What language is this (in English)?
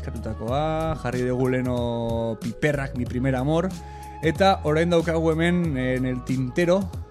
Basque